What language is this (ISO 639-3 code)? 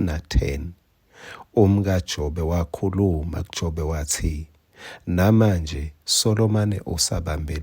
ssw